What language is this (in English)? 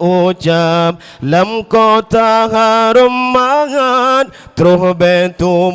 Achinese